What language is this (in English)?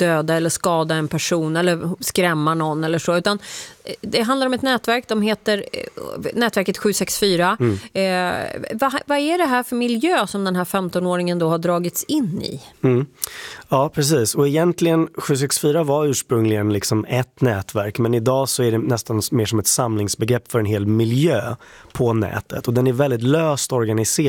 Swedish